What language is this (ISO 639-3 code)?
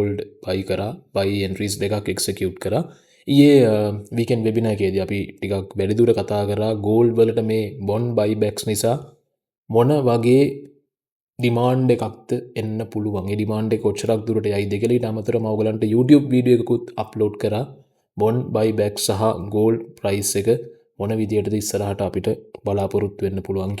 sin